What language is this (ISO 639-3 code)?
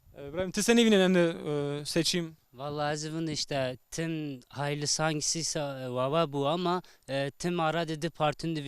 zza